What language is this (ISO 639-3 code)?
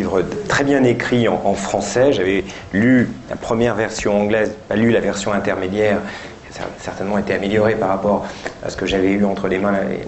fra